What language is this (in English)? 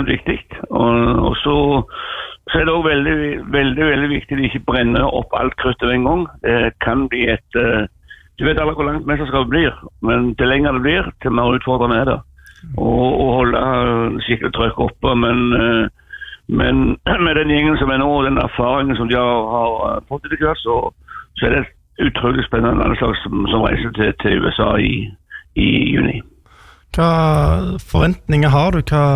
Norwegian